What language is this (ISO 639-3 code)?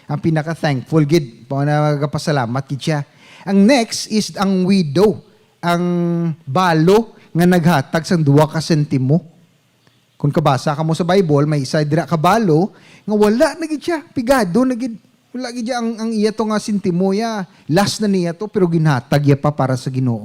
hil